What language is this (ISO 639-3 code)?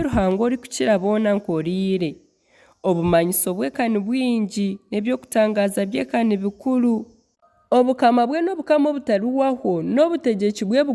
nyn